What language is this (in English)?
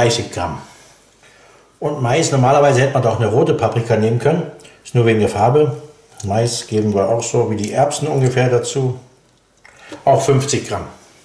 German